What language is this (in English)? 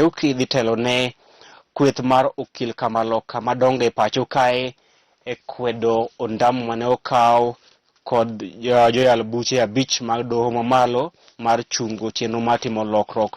Luo (Kenya and Tanzania)